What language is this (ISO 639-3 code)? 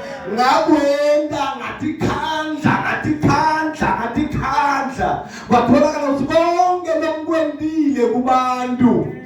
zul